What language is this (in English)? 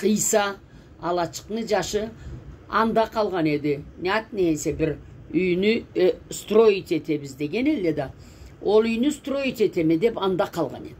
Karachay-Balkar